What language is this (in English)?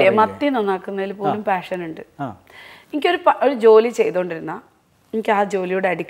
Malayalam